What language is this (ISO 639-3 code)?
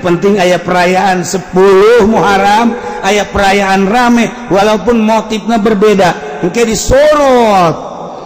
sun